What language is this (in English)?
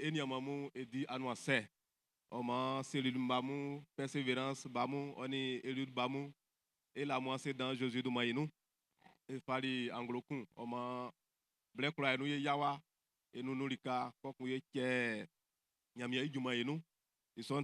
Baoulé